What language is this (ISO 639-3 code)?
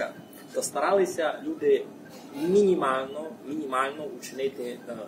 rue